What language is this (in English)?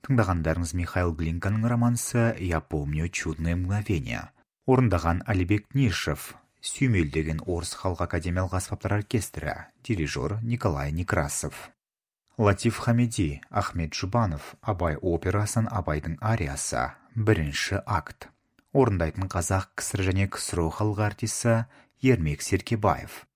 Kazakh